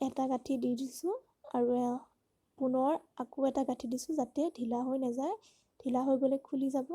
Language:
Assamese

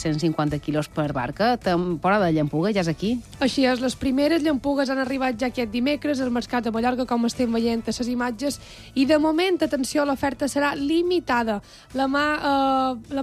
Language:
Catalan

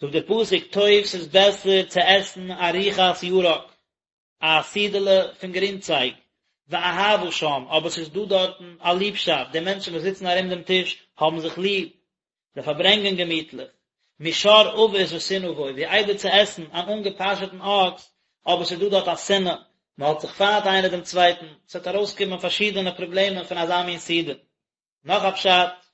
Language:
Yiddish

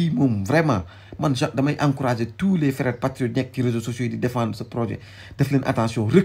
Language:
Wolof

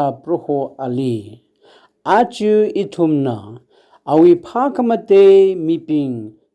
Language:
Tangkhul Naga (India)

